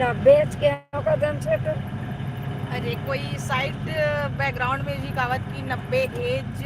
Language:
Chhattisgarhi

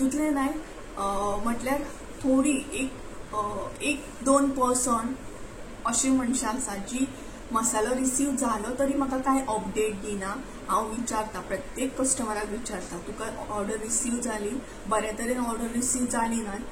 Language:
Konkani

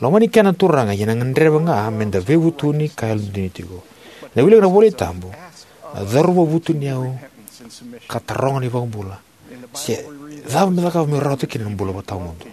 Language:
Fijian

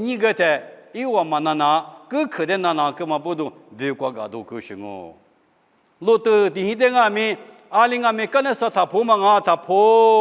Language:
Lisu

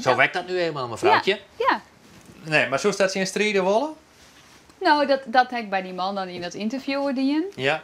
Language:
Western Frisian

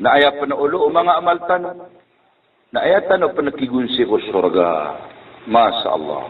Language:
Maranao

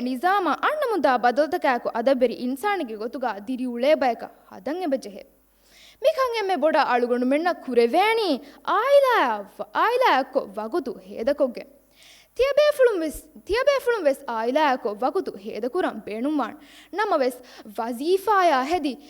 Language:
Divehi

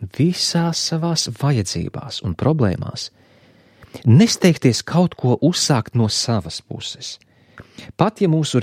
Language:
Latvian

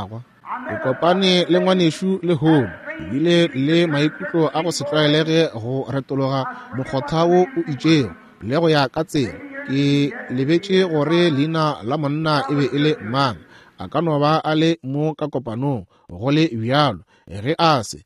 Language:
Northern Sotho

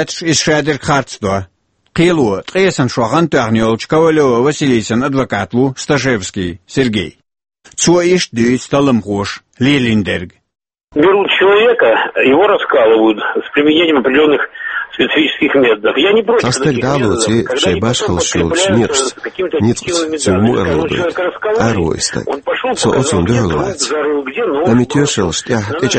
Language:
Chechen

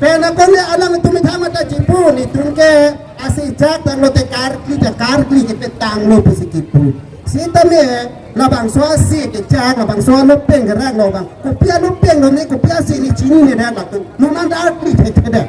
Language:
Karbi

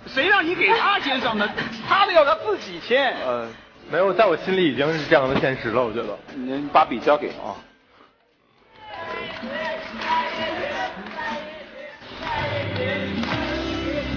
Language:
Chinese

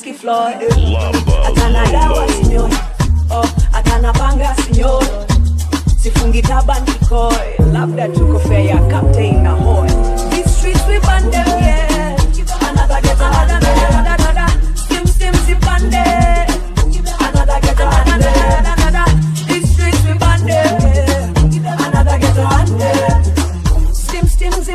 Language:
Swahili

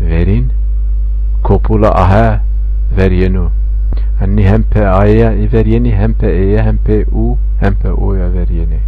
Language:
Zaza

